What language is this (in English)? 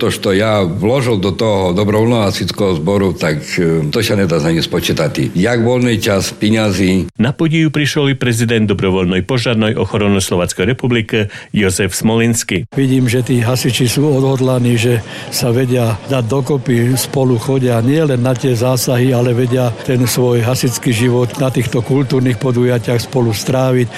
Slovak